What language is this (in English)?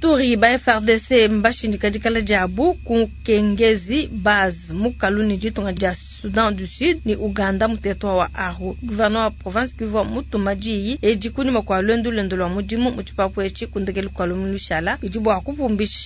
Luba-Lulua